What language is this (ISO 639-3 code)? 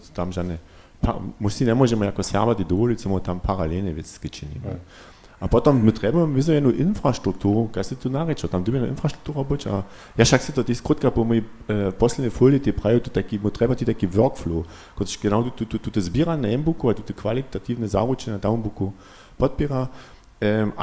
hsb